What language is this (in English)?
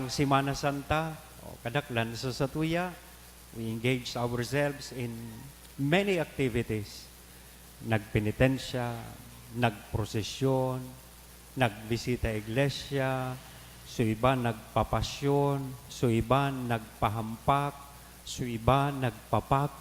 Bikol